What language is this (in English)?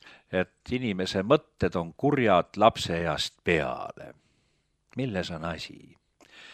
Estonian